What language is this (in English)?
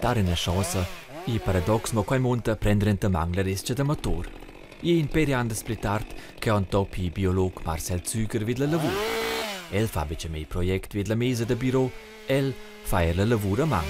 Romansh